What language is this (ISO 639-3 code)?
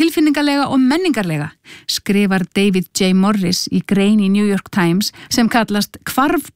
isl